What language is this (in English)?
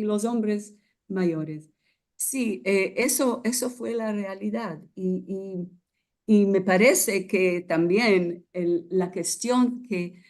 Ladino